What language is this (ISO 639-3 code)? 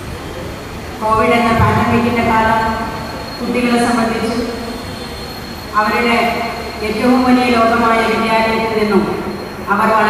mal